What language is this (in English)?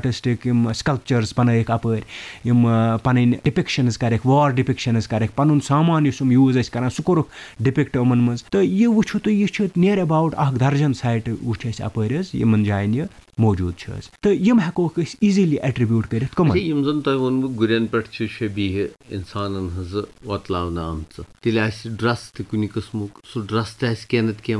Kashmiri